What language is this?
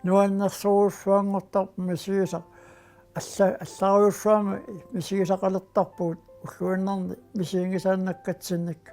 Kalaallisut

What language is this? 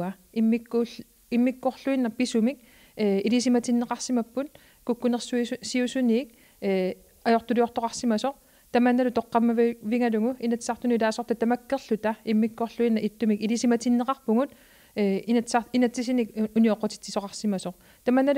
Kalaallisut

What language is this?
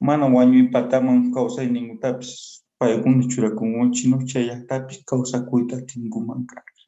Quechua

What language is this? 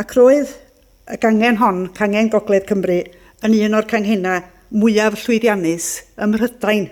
Welsh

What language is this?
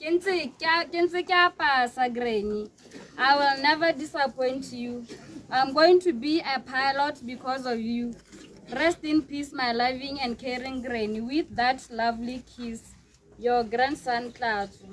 Tswana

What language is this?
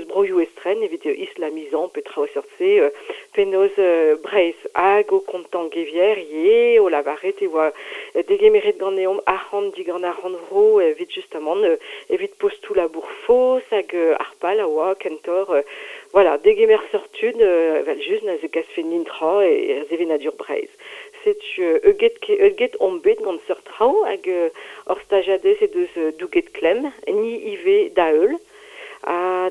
Breton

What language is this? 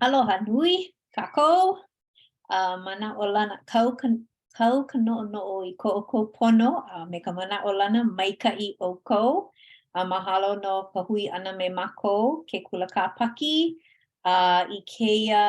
Hawaiian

